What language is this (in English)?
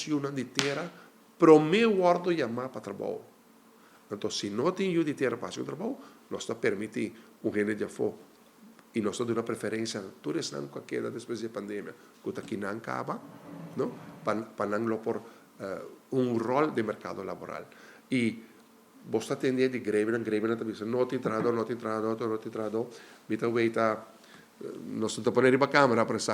Papiamento